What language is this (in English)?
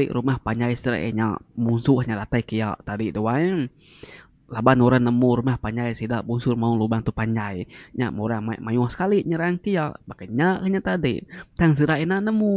Iban